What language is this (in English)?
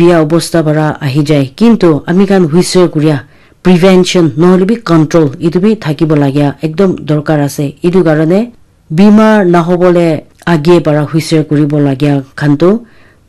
Naga Pidgin